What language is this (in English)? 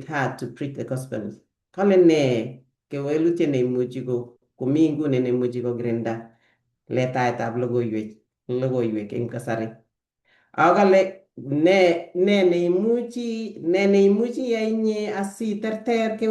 Kalenjin